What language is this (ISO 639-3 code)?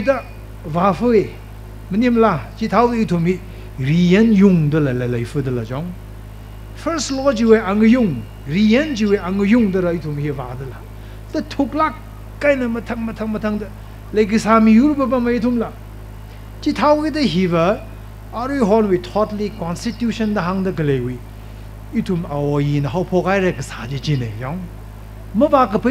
nmf